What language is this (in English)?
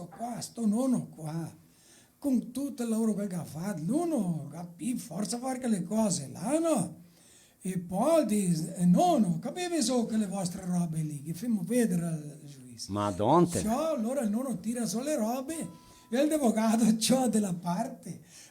Venetian